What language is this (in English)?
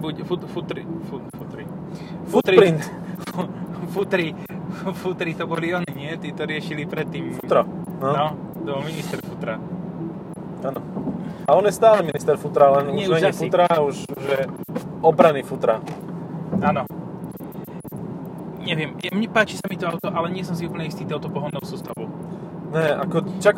Slovak